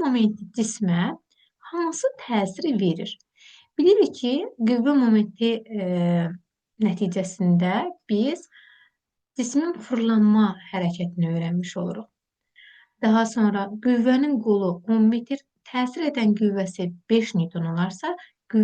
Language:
Azerbaijani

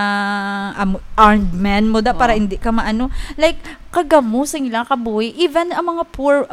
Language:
Hiligaynon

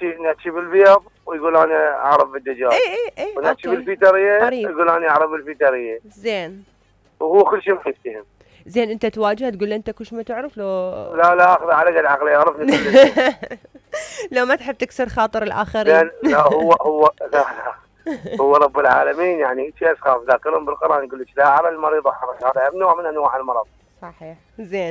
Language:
Mesopotamian Arabic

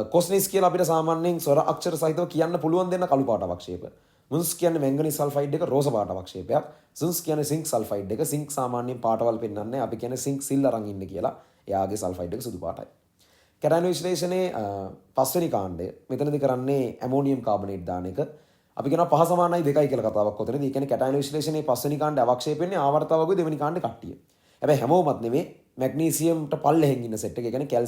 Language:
Sinhala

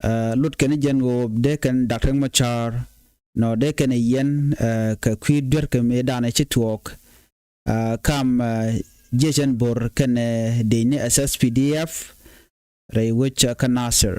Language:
Nuer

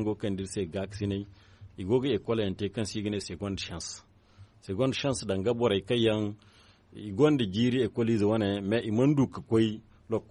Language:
Zarma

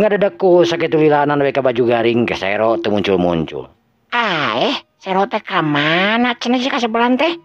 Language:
Sundanese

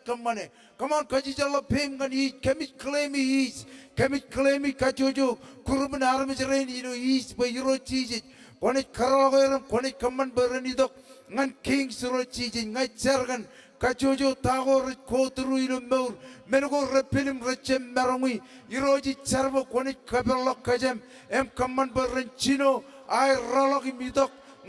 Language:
Marshallese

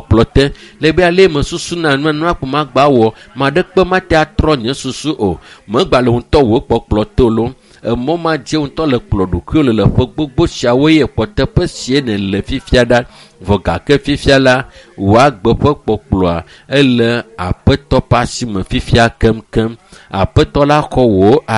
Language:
Ewe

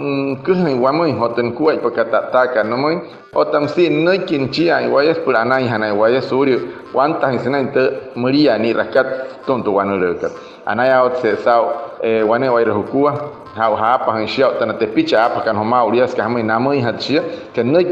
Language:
Wayuu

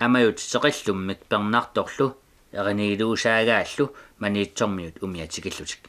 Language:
Kalaallisut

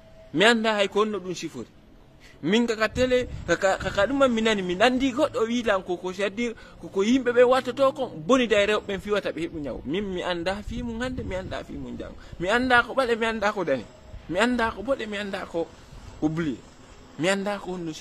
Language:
Fula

